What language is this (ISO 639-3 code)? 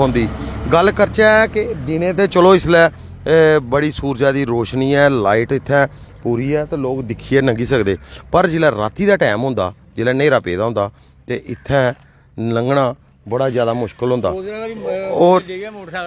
doi